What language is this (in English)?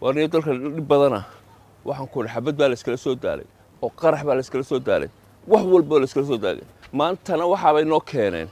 Somali